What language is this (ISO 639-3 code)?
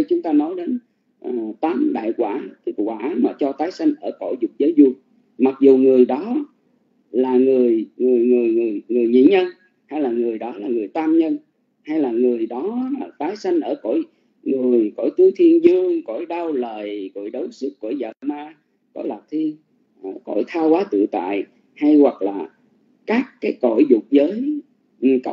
vie